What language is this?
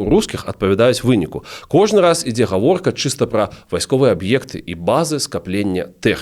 Belarusian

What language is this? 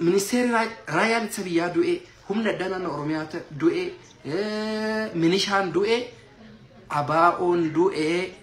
Oromo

